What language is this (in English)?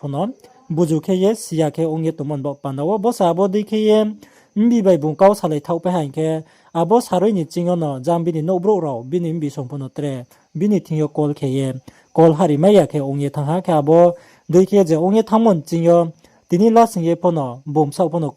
Riang (India)